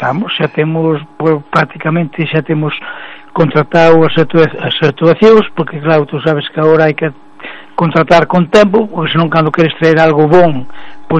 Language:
Galician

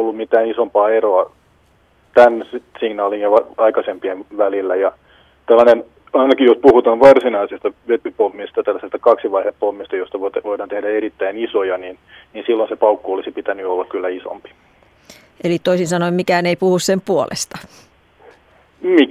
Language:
Finnish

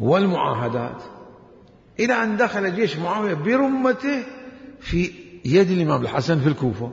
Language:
Mesopotamian Arabic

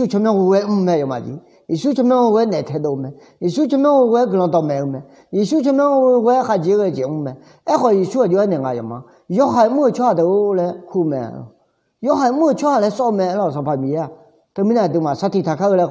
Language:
Akha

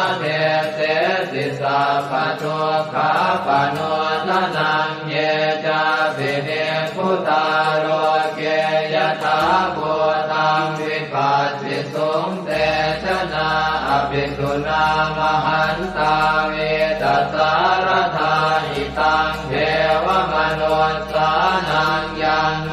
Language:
Pali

